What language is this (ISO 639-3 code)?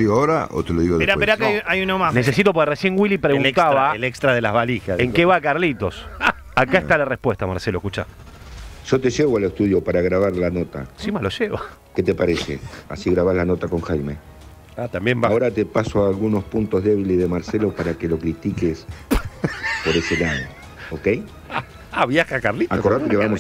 spa